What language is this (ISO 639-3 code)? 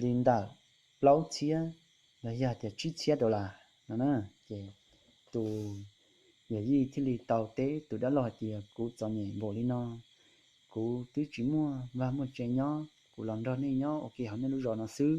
hmn